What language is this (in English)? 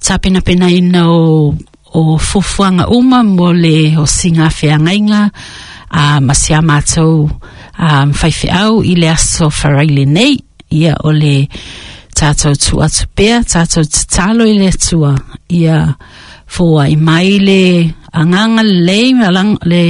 Samoan